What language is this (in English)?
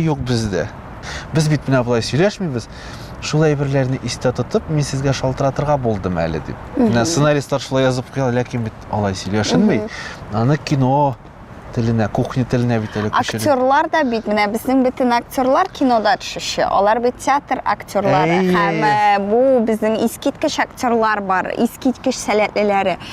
Tatar